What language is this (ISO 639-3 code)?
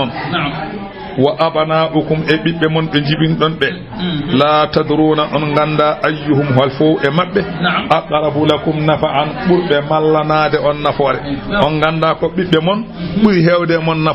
ful